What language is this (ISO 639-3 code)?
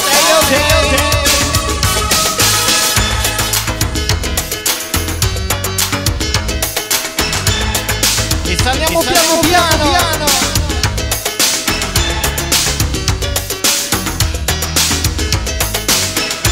ita